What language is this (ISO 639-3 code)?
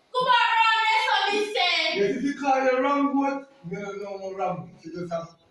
jam